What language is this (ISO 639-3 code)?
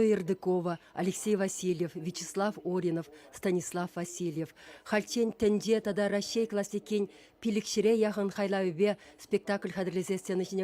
chv